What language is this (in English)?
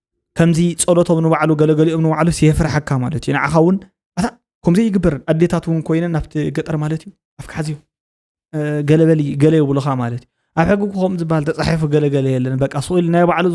Tigrinya